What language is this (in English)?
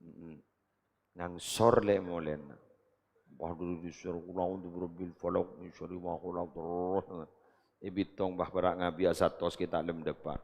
Madurese